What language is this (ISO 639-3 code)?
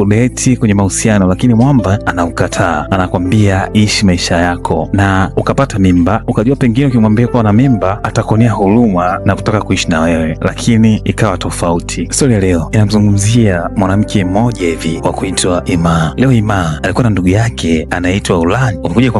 swa